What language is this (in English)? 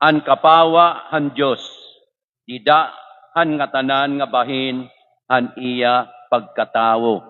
Waray